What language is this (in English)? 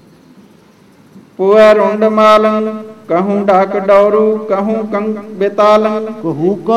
Punjabi